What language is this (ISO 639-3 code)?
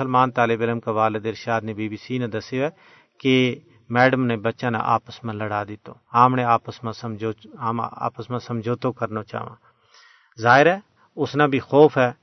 gju